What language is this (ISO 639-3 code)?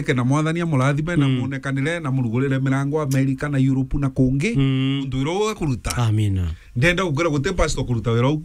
mer